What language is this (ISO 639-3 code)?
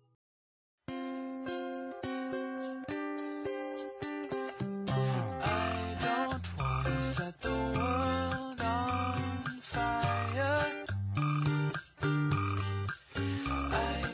eng